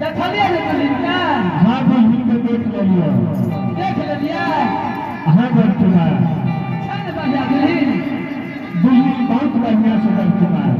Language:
Angika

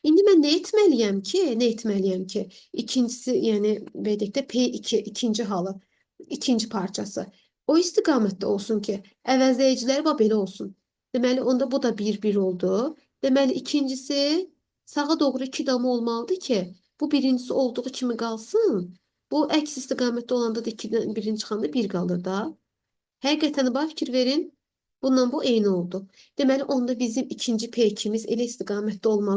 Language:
Azerbaijani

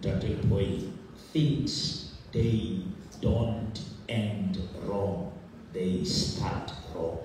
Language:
Southern Sotho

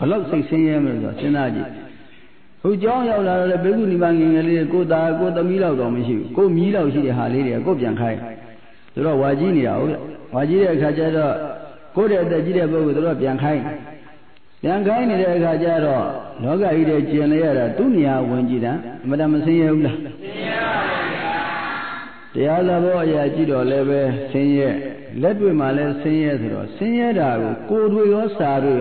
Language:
Burmese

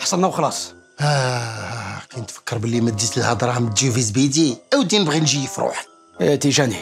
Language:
Algerian Arabic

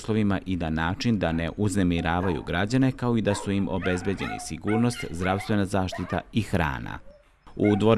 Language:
Serbian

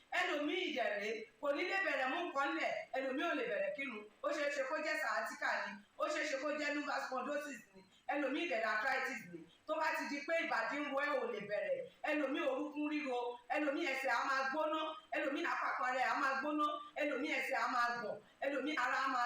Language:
Yoruba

